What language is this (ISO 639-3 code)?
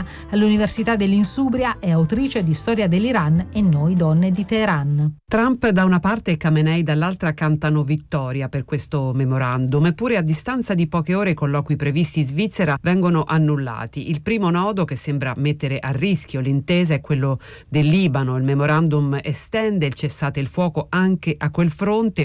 ita